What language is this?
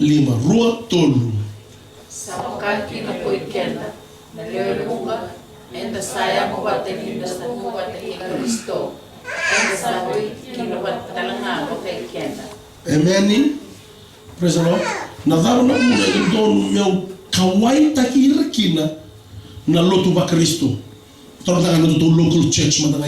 Fijian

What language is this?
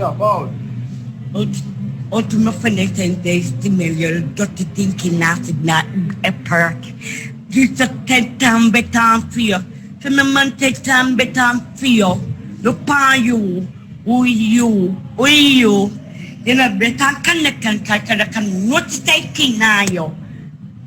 Jamaican Creole English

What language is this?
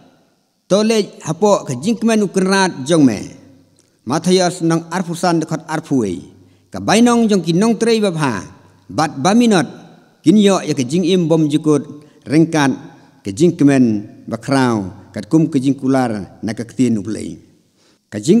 Khasi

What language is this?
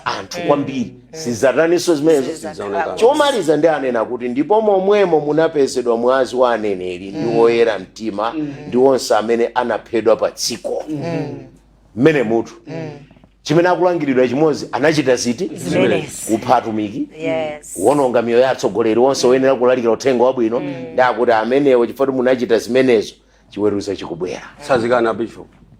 Nyanja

